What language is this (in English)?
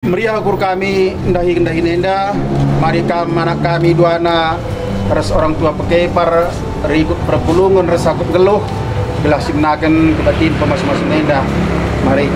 Batak Karo